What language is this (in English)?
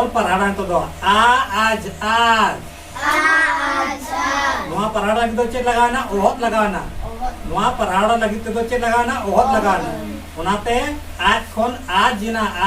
Santali